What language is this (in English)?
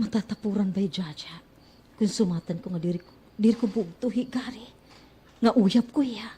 Waray